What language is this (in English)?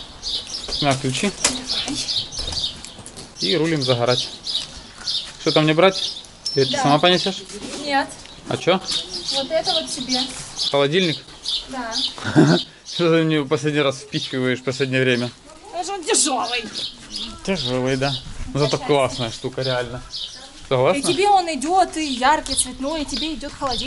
Russian